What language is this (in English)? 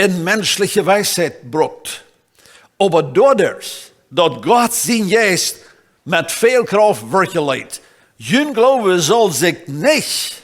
Plautdietsch